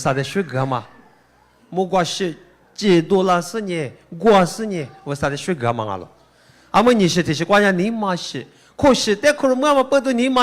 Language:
Lisu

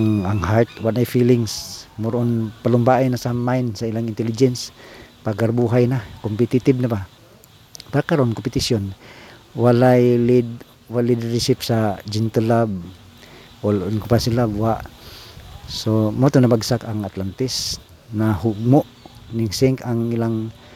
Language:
Cebuano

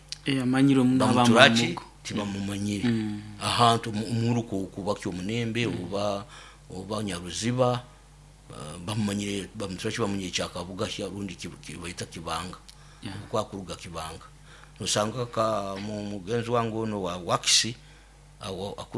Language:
Nyoro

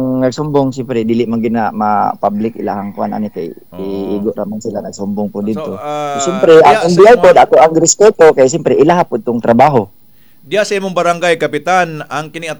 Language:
Cebuano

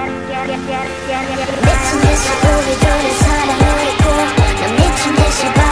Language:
Korean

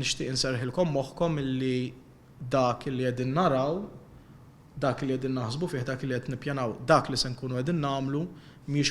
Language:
Maltese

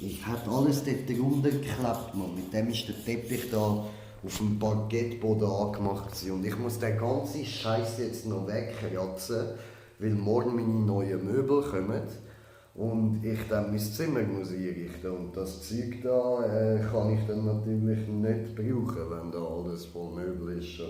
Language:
Swiss German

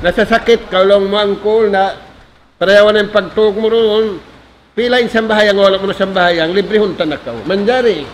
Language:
Tausug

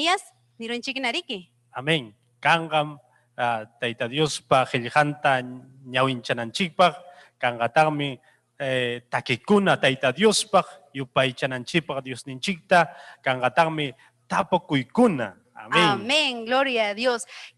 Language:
Ayacucho Quechua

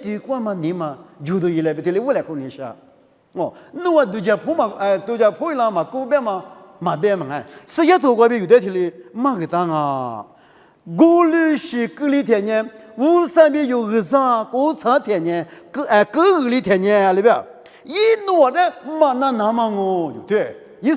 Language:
Lisu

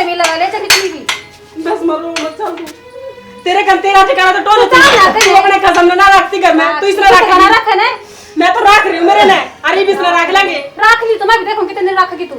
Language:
Haryanvi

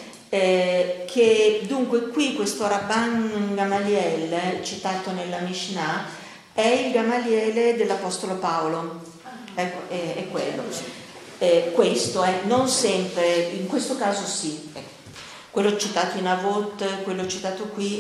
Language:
Italian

